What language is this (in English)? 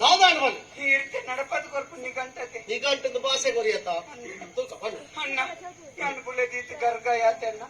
Tulu